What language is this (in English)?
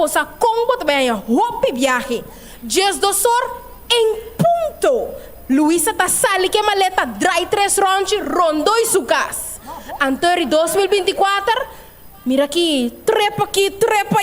Papiamento